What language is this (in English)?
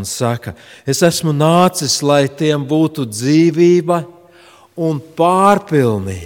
Latvian